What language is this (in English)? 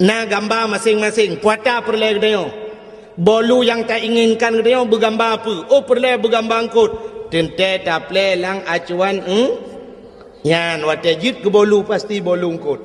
Achinese